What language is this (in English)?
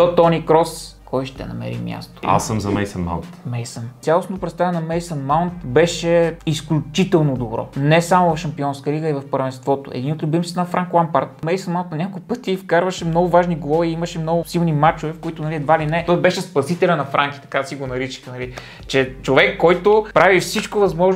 Bulgarian